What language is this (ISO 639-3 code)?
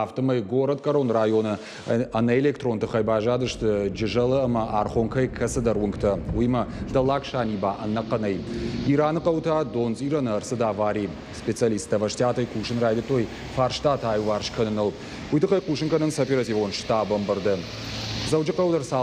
oss